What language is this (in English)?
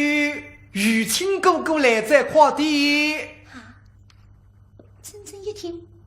Wu Chinese